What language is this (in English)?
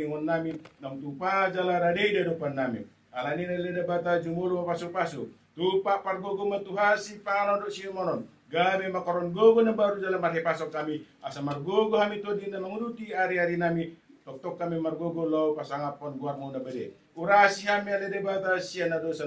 Batak Toba